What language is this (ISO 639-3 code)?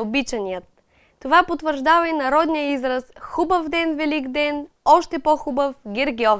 bul